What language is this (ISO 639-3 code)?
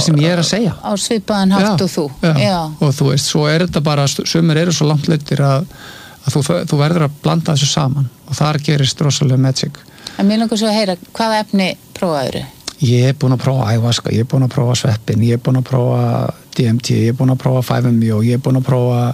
isl